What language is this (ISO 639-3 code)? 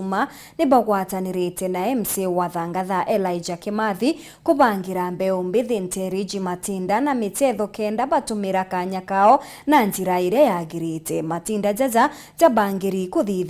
mer